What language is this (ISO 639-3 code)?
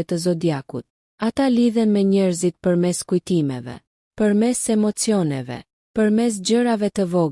sqi